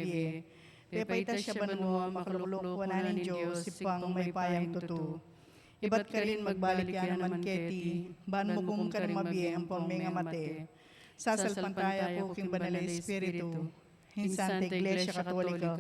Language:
Pampanga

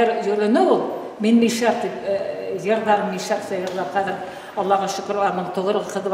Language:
Bashkir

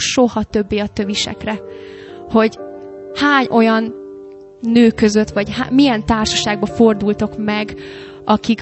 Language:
Hungarian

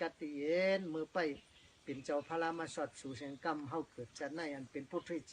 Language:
Shan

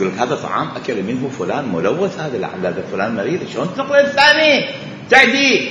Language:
Mesopotamian Arabic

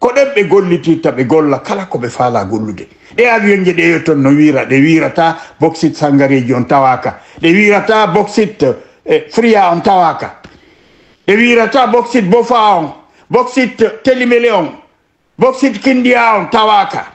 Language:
Fula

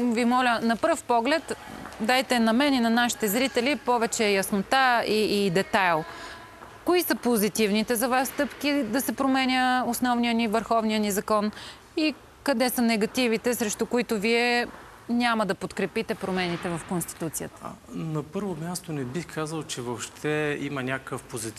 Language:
Bulgarian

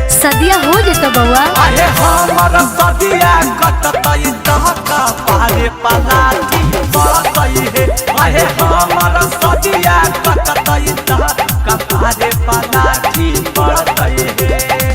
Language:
Magahi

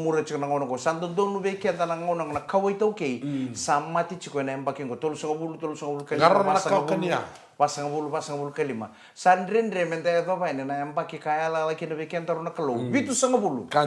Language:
Fijian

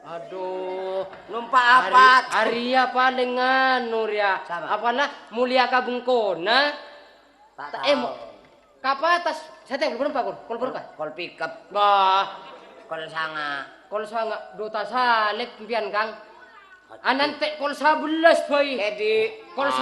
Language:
Madurese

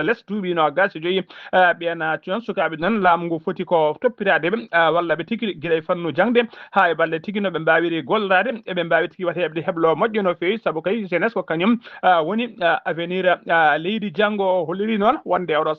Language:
Fula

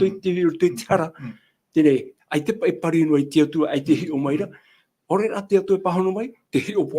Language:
Tahitian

